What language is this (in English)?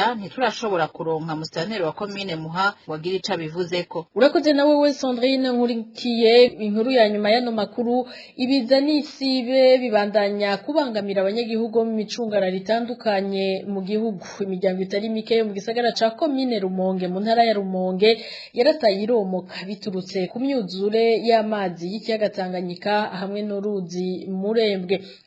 Rundi